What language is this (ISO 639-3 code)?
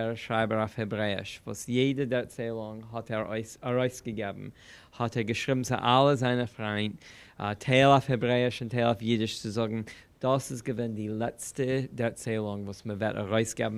yid